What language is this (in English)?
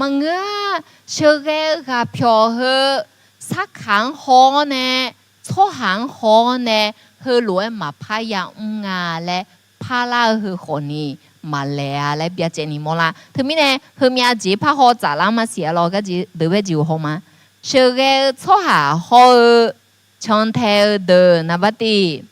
Akha